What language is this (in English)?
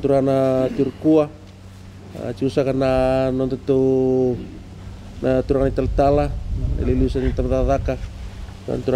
Fijian